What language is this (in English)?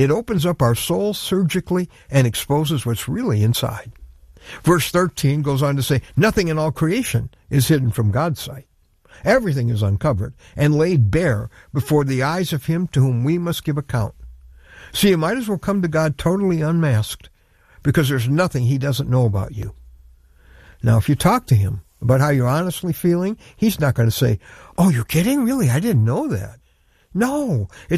English